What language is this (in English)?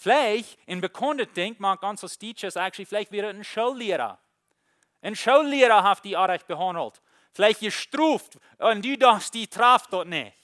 Plautdietsch